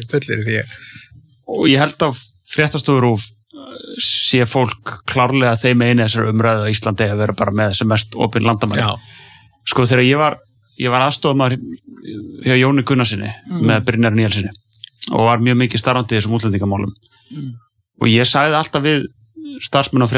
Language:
Icelandic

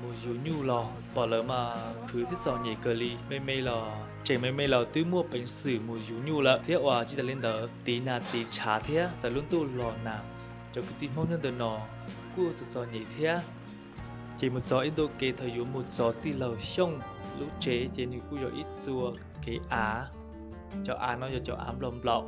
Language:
Hmong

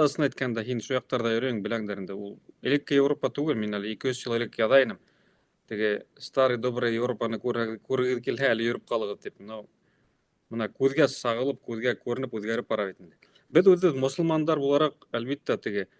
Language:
Bashkir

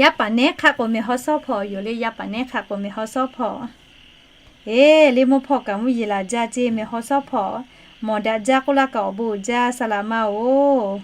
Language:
Lahu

